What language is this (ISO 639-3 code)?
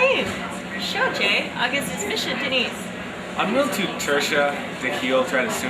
gle